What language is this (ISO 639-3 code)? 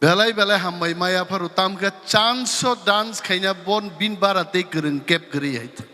trp